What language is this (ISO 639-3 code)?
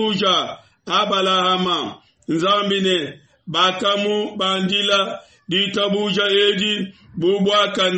lua